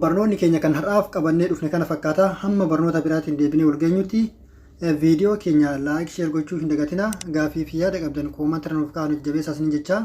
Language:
Oromo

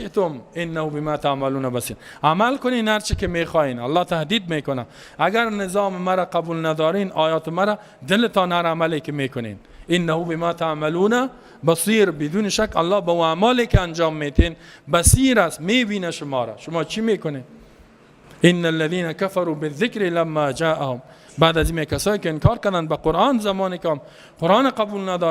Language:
Persian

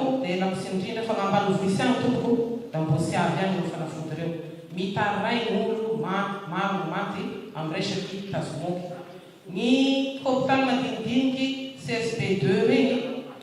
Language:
Malagasy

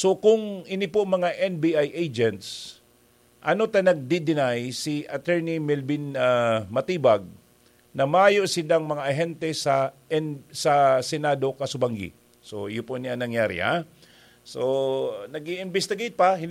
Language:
Bikol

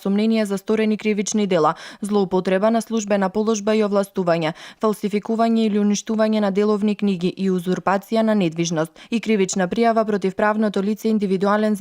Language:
Macedonian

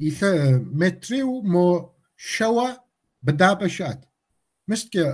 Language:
Kabardian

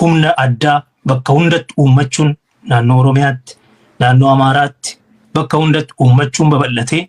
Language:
Oromo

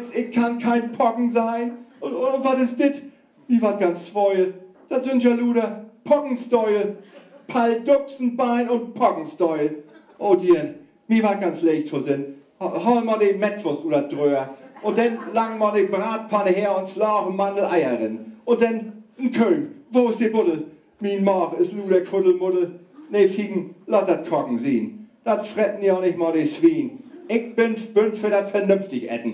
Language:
Low German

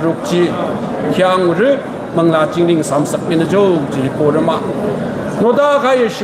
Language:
Tangkhul Naga (India)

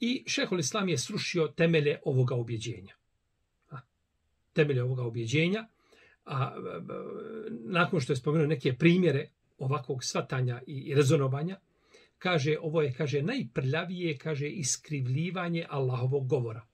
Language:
Bosnian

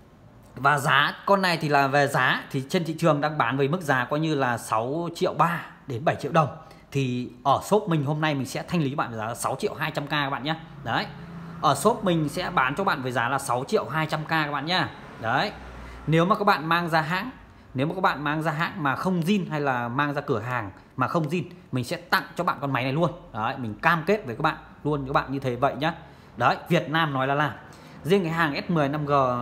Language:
Vietnamese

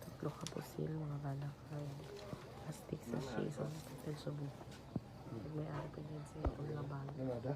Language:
Hiligaynon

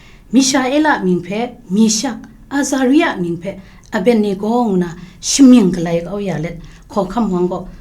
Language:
Kachin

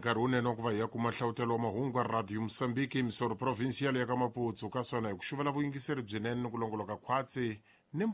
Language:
Tsonga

